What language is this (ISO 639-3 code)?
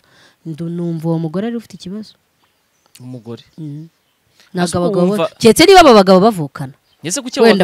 kin